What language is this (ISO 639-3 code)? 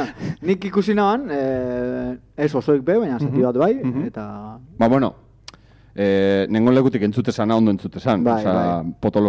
eus